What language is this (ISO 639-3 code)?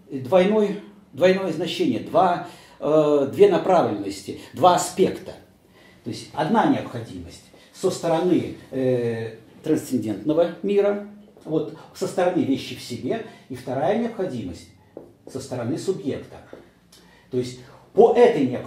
rus